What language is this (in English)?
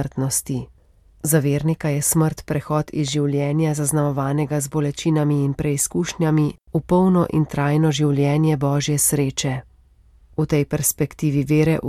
Slovenian